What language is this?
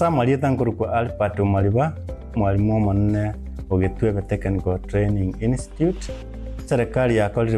Gusii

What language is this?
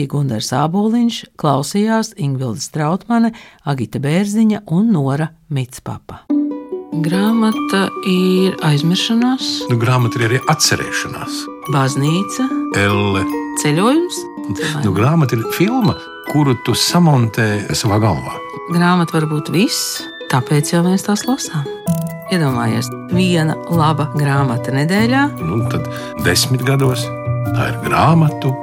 Latvian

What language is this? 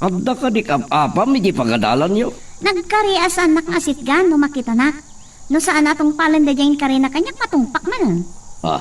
Iloko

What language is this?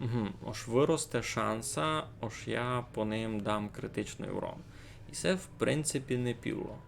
Rusyn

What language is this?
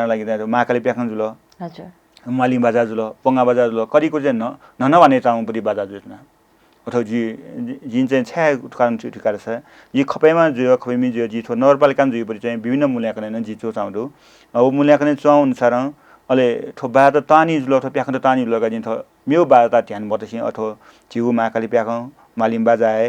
Newari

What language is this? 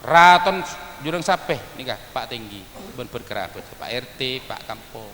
Madurese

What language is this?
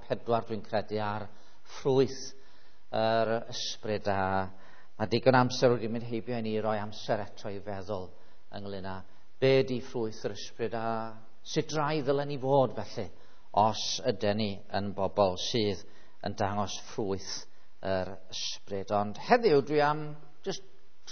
Welsh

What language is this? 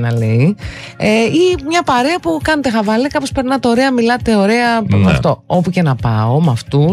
Greek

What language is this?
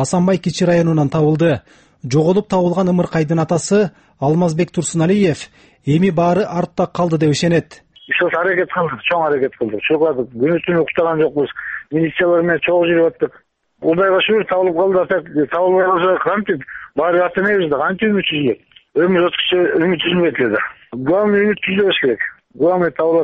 Kyrgyz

